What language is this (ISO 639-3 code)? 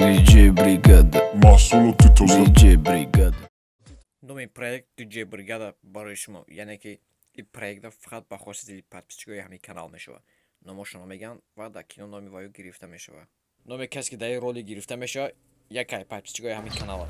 tgk